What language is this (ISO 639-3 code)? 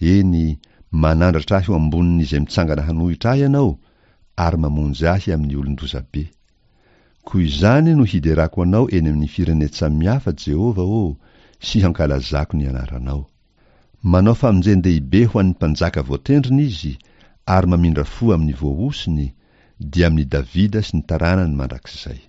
mlg